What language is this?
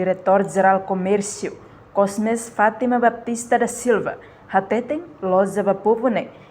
Tetum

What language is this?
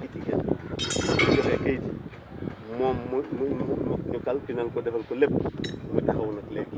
Wolof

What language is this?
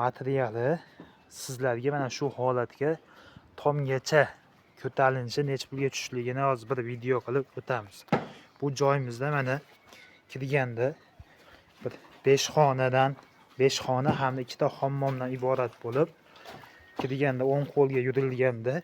Uzbek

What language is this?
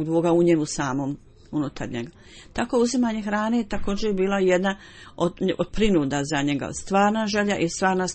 Bosnian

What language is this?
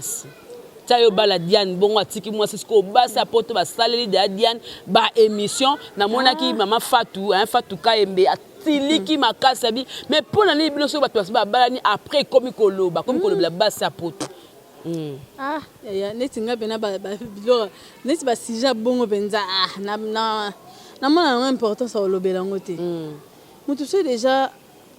Lingala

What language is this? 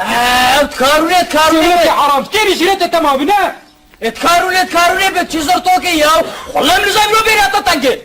Kurdish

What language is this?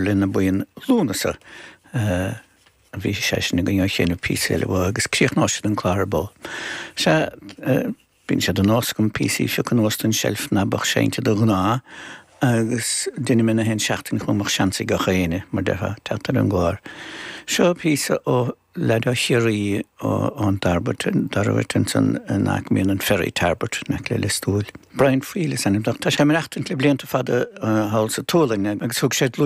Irish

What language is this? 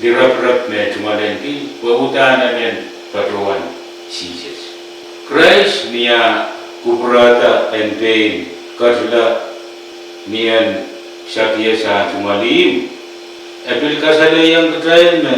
Pohnpeian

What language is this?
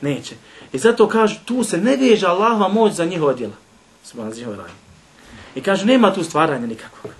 Bosnian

